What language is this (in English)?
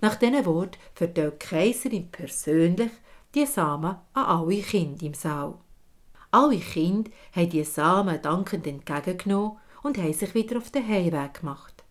Swiss German